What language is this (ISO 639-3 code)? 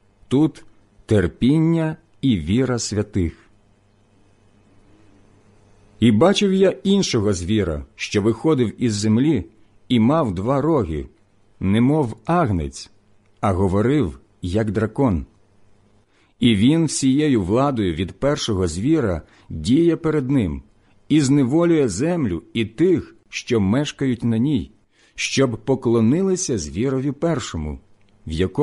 ukr